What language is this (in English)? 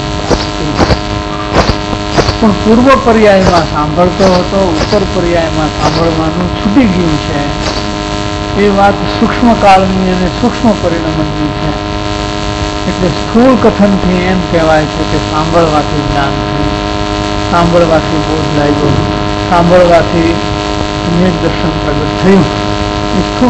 Gujarati